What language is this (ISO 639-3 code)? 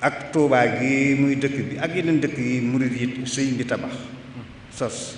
wol